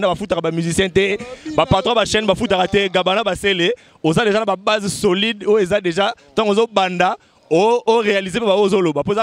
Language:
Lingala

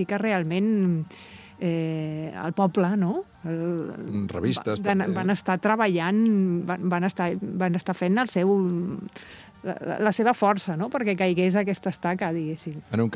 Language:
Catalan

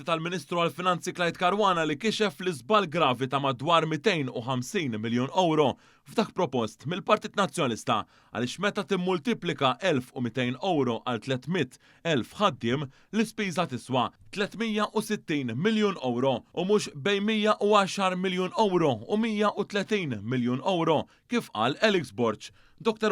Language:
Maltese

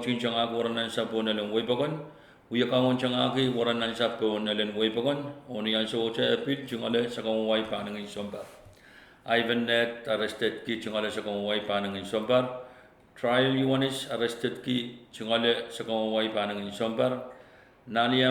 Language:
Pohnpeian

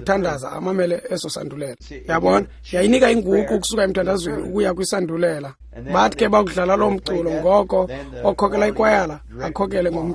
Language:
Xhosa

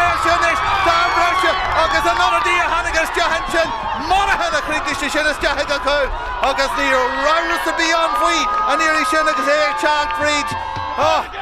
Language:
Irish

